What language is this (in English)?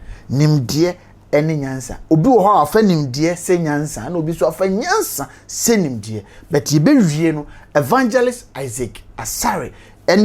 Akan